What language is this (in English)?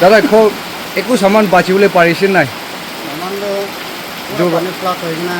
Naga Pidgin